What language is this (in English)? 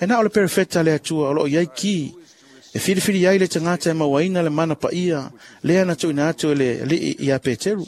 Samoan